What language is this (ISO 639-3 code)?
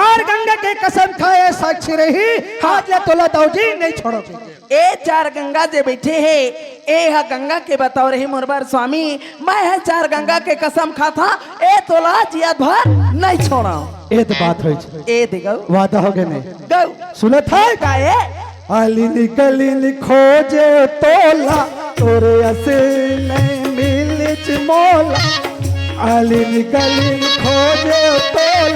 hne